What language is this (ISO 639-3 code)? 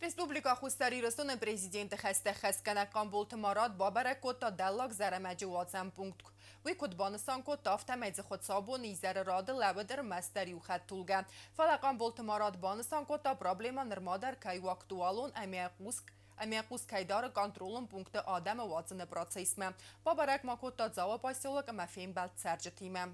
oss